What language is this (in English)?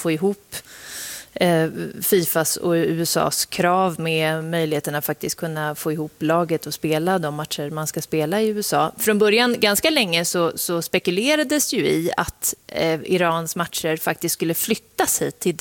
Swedish